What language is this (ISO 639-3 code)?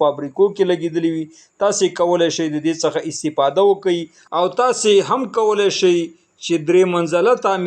pus